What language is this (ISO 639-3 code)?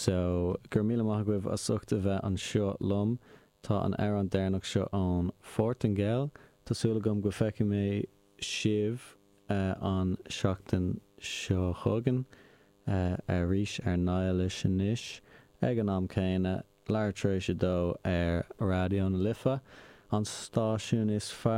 gle